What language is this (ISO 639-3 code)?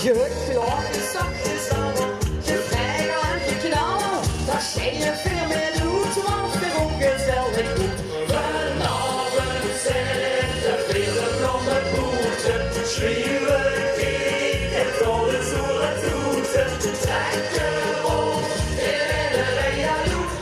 lim